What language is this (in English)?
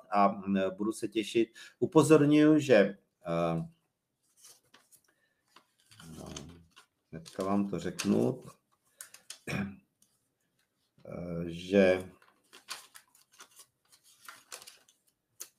Czech